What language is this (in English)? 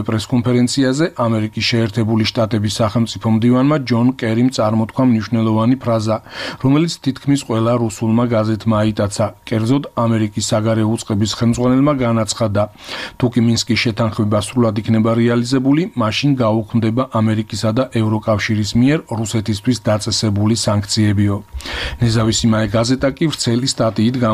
Georgian